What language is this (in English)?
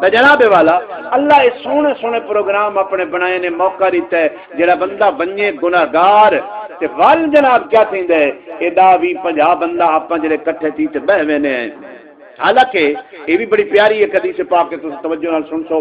Saraiki